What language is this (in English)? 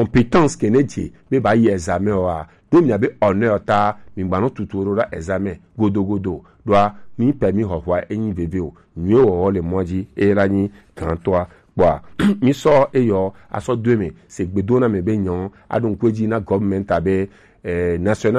Gen